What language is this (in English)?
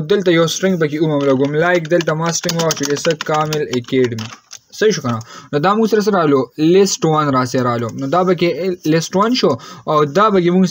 Pashto